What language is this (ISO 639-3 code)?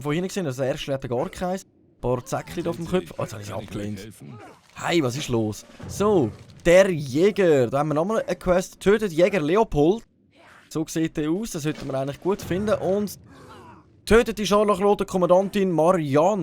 gsw